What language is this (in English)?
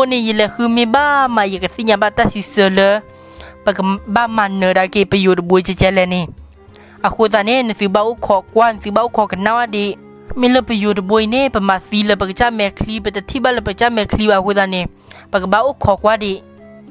S'gaw Karen